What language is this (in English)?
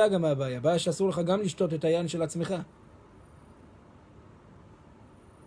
Hebrew